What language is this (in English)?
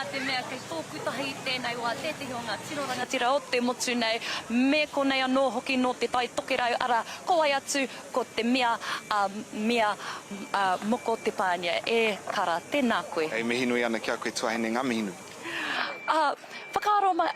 Māori